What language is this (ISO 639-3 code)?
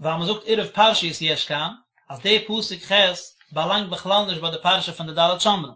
yid